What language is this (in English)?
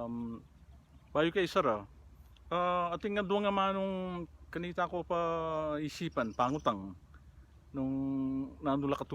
Pampanga